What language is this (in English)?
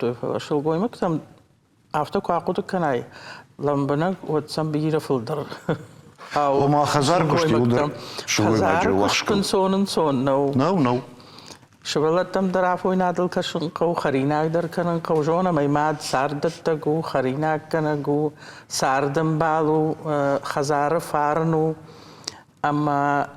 Ossetic